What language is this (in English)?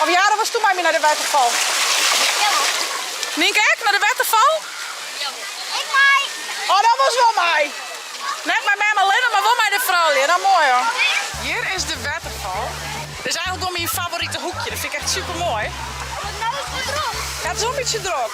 Western Frisian